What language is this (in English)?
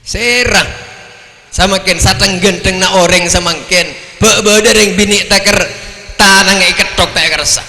Madurese